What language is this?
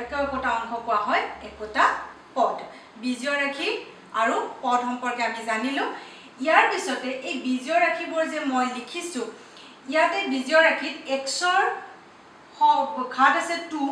Assamese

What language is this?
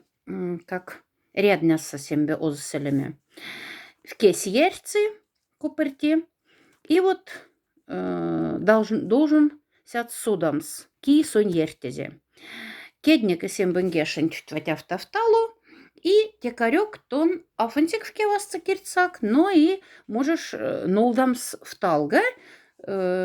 Moksha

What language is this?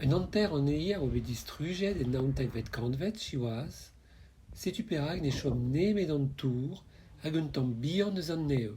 Breton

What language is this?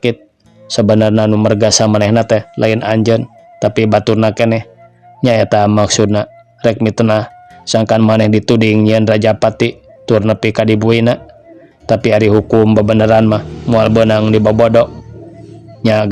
Sundanese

